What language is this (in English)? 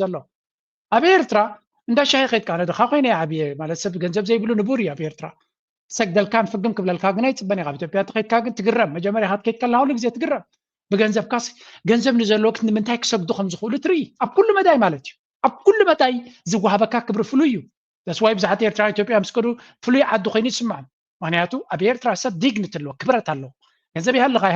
Tigrinya